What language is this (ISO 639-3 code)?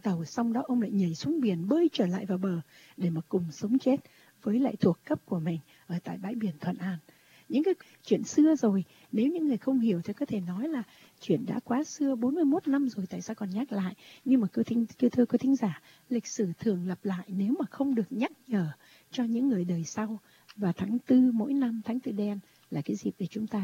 vie